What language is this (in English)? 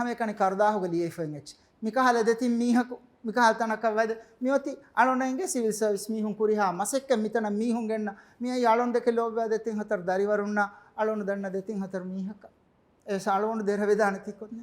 Divehi